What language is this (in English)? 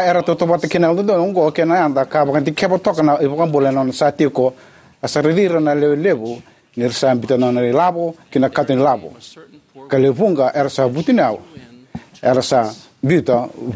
Fijian